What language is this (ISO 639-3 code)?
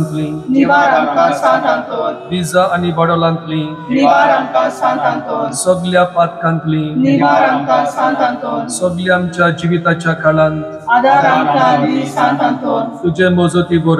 kok